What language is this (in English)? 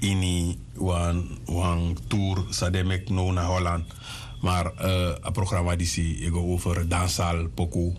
Sranan Tongo